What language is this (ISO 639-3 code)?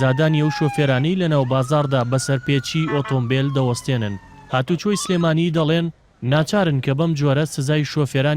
ckb